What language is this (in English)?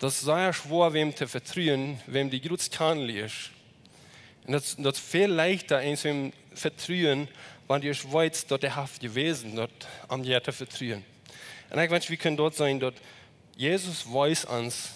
Plautdietsch